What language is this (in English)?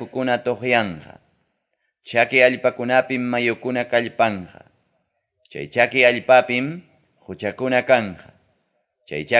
Ayacucho Quechua